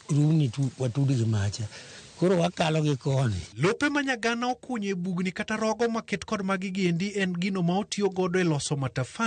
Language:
Luo (Kenya and Tanzania)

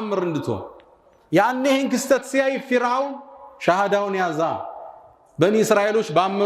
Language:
Amharic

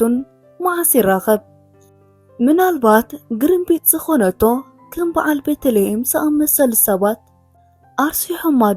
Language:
Tigrinya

